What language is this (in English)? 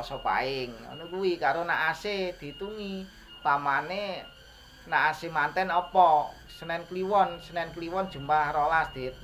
Javanese